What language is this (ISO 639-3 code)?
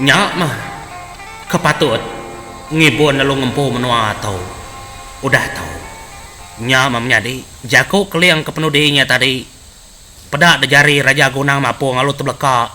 iba